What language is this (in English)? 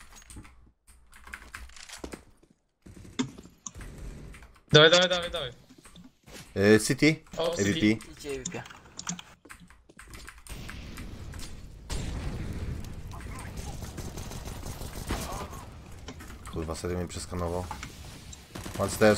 Polish